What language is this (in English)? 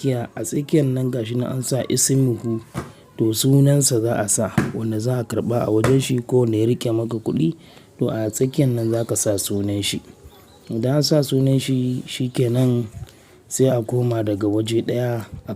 Hausa